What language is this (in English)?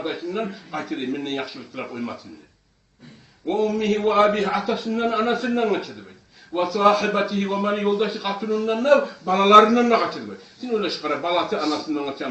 Kumyk